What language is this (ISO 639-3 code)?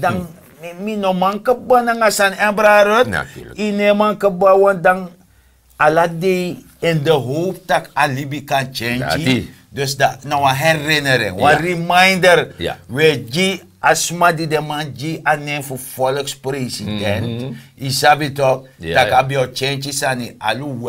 srn